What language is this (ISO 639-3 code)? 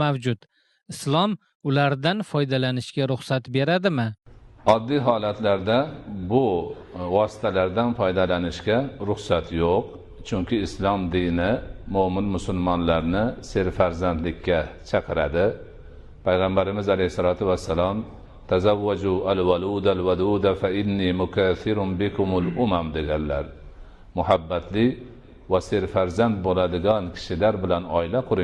uzb